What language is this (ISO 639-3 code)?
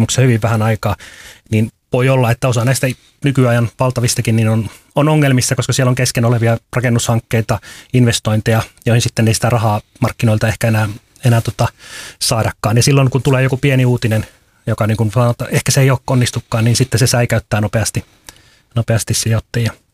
fin